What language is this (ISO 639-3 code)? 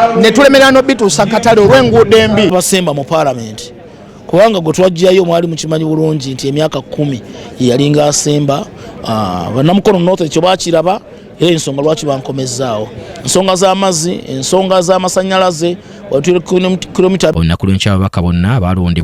lug